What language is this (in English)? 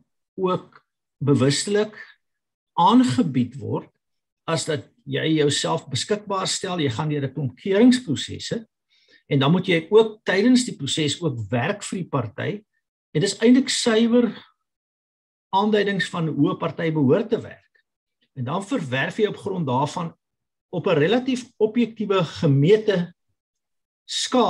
Afrikaans